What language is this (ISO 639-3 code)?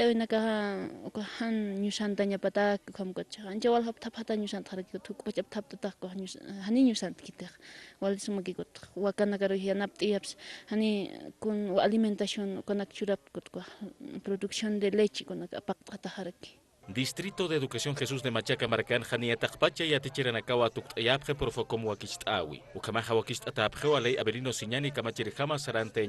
aym